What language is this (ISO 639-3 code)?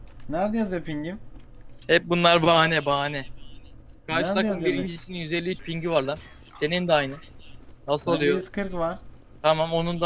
tur